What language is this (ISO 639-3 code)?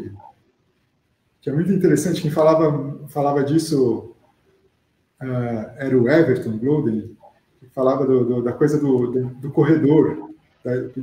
por